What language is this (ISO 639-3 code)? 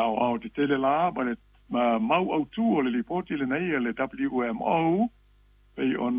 smo